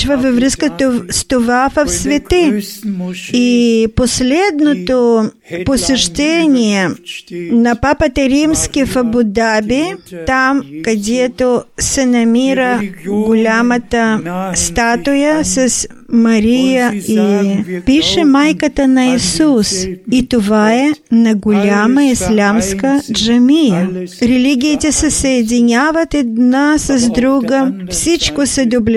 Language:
Bulgarian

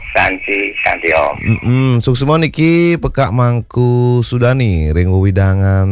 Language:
Balinese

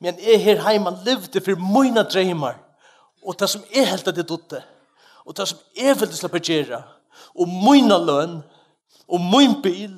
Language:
Faroese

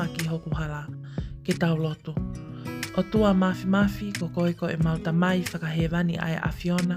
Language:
Tongan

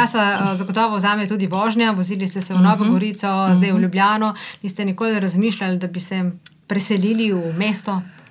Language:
Slovenian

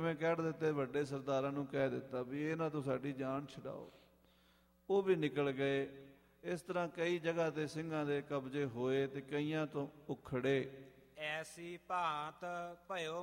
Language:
Punjabi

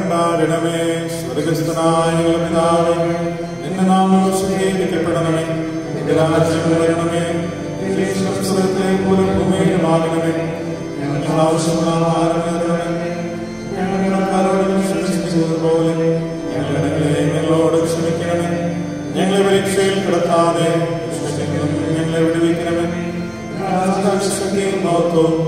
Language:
Malayalam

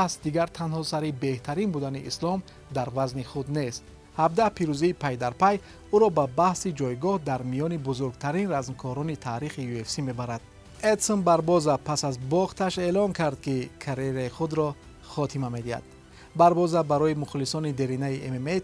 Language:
Tajik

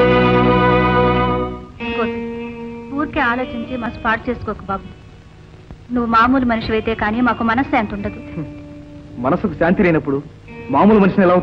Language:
Telugu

